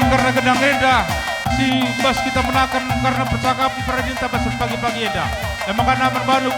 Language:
Batak Karo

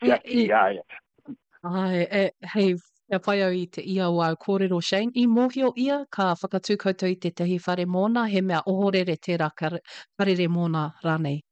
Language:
Māori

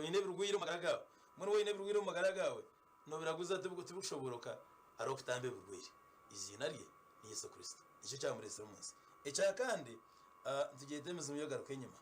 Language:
Nyankole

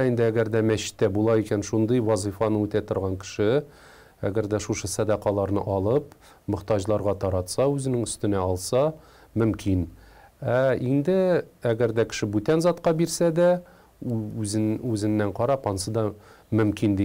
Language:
Tatar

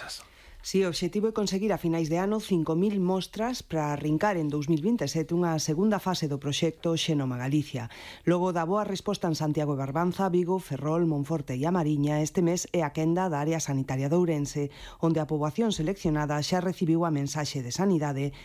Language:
Galician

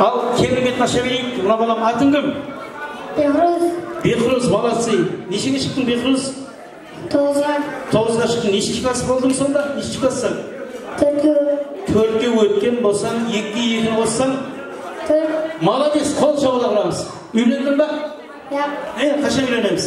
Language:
Kara-Kalpak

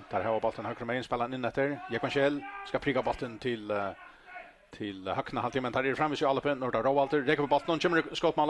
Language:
Faroese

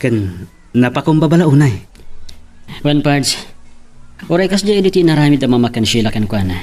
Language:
Iloko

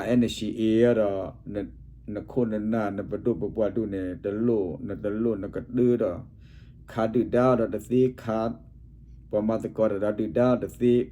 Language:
S'gaw Karen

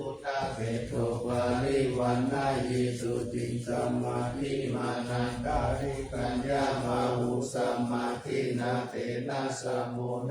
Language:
Pali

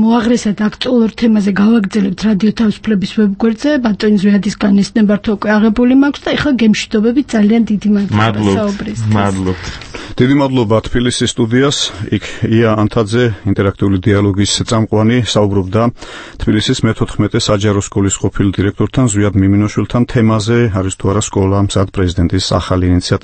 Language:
Georgian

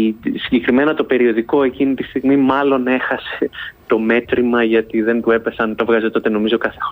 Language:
Greek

